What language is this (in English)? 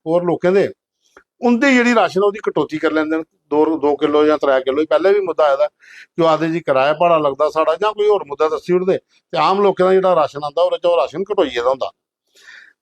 Dogri